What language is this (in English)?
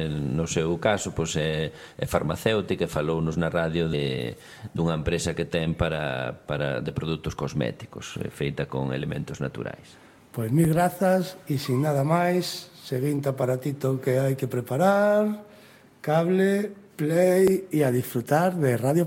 Galician